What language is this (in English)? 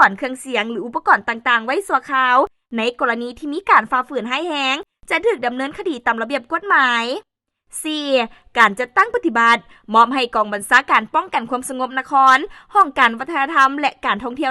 Lao